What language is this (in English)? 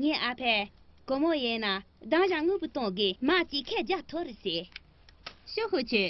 Tibetan